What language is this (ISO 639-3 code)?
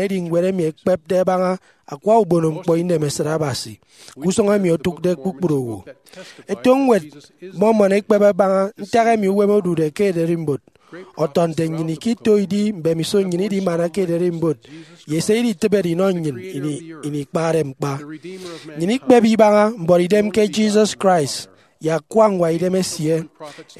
efi